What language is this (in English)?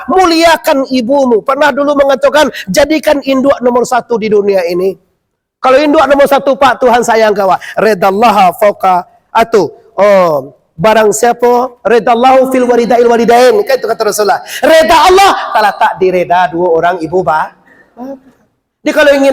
Minangkabau